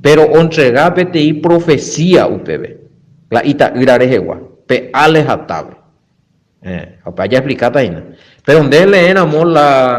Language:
Guarani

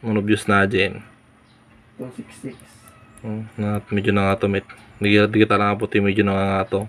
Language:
Iloko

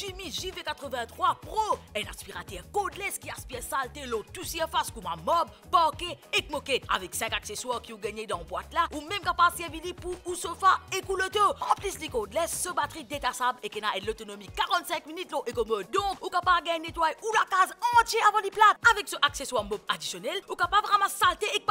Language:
Morisyen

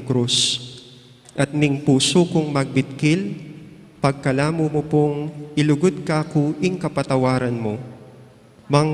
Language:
Pampanga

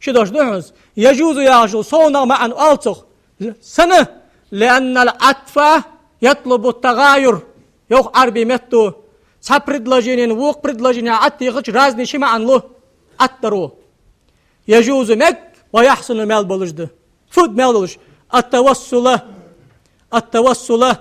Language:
Ingush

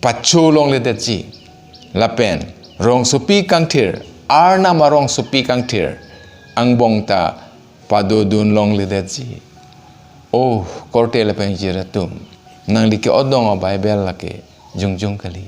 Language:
Karbi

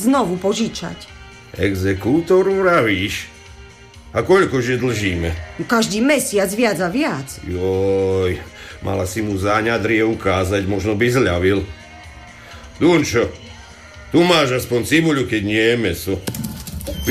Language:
Slovak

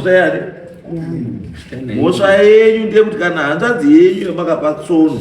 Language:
Shona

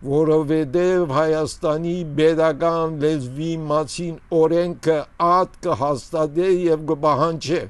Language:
Armenian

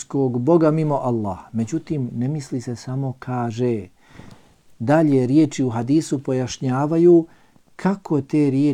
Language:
Bosnian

